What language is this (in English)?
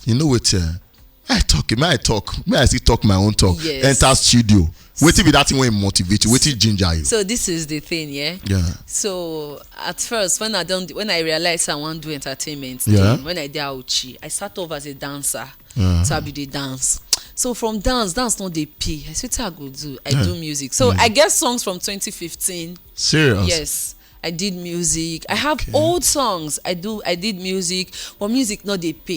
Nigerian Pidgin